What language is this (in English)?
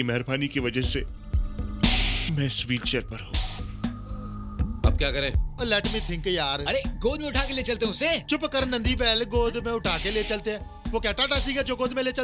Hindi